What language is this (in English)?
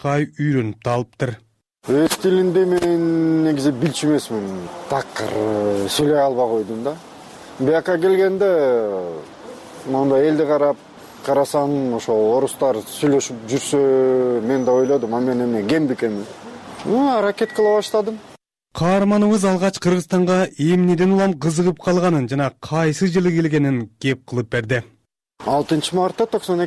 Kyrgyz